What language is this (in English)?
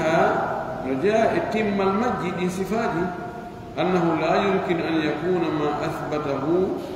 Pular